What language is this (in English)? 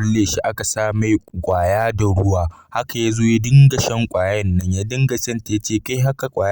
Hausa